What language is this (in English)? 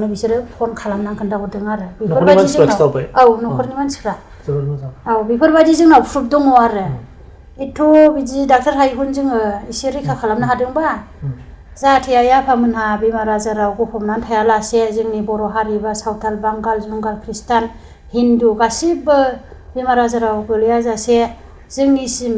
Bodo